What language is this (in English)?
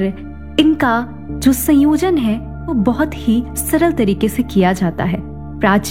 Hindi